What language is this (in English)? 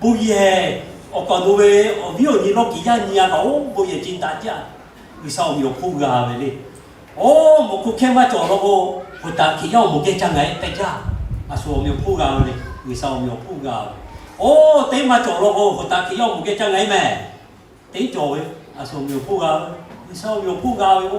Lahu